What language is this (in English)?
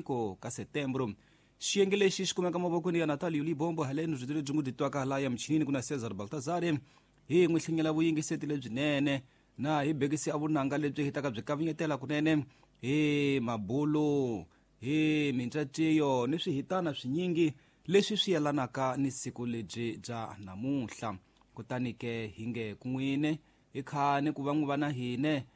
Tsonga